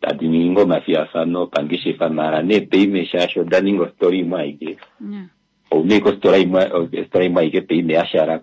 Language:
Kuanyama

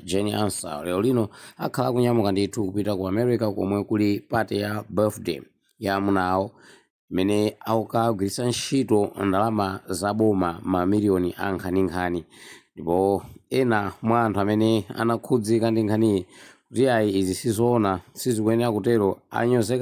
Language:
Nyanja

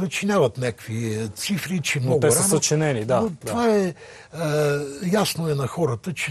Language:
Bulgarian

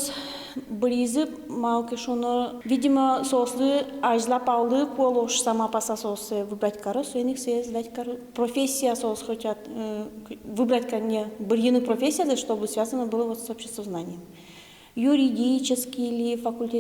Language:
Udmurt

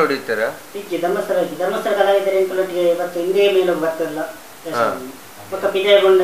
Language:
Tulu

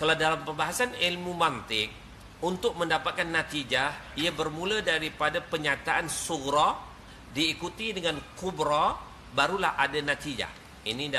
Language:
Malay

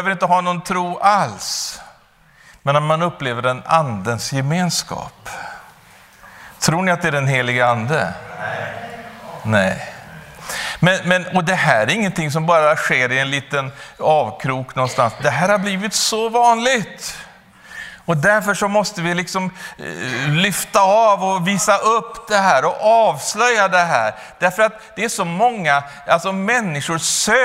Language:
Swedish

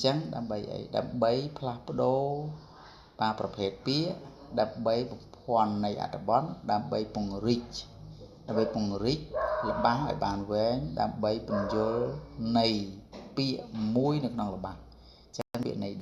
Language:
Khmer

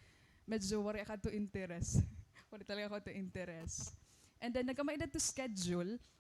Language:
Waray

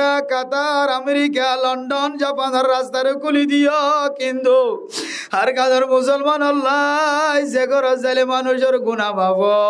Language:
Rohingya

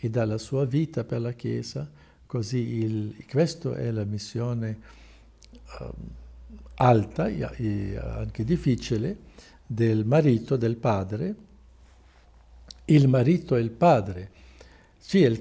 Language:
Italian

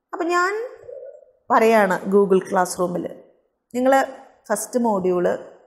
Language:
Malayalam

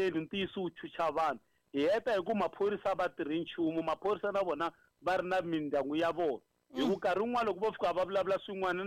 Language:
Tsonga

